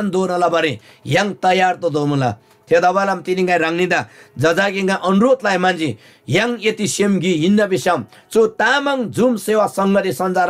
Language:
Eastern Tamang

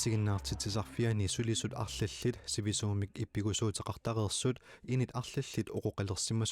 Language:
Kalaallisut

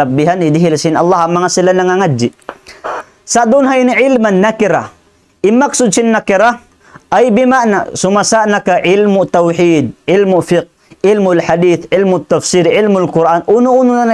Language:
Tausug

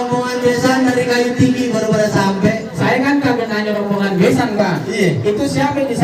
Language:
Betawi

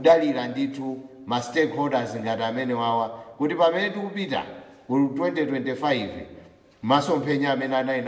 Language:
Nyanja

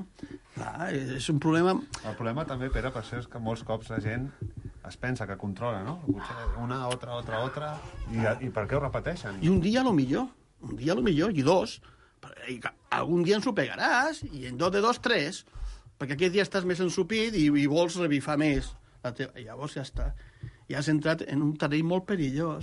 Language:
Catalan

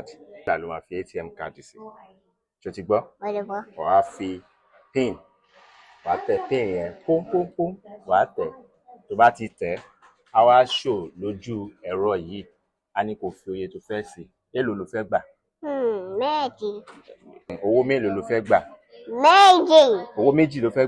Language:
Yoruba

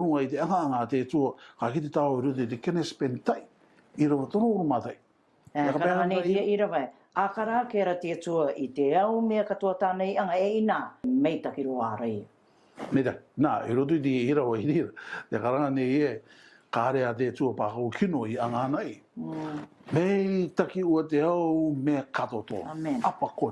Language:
Rarotongan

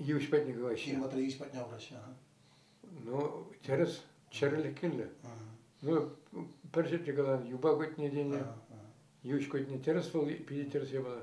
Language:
Chuvash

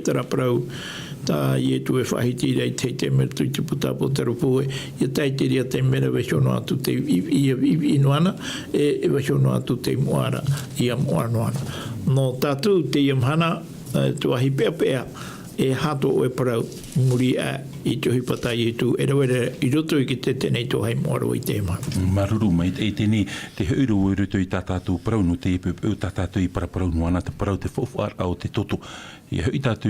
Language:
Tahitian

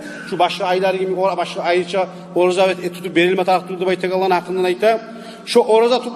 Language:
Kumyk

